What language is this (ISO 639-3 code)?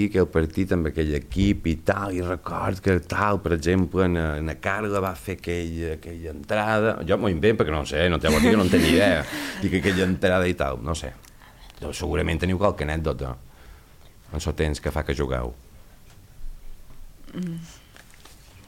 cat